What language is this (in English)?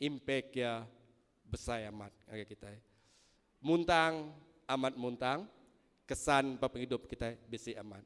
Iban